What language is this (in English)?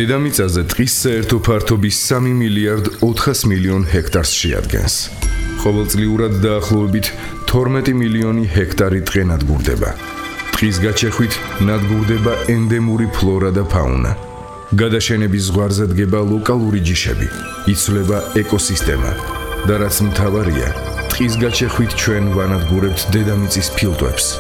Georgian